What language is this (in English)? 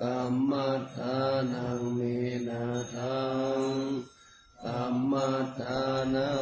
Pali